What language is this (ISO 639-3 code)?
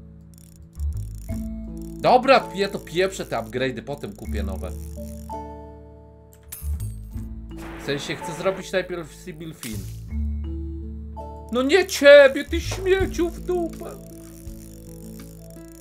pol